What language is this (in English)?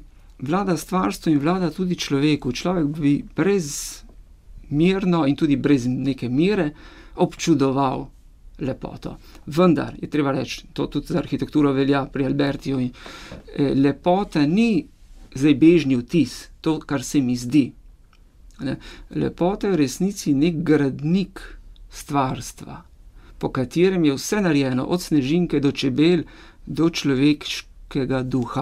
Slovenian